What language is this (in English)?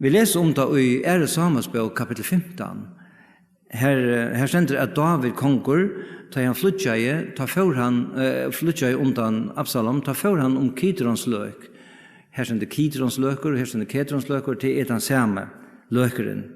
Faroese